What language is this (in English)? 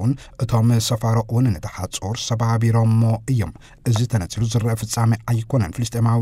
Tigrinya